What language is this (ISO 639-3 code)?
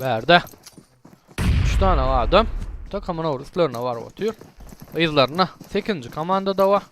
tuk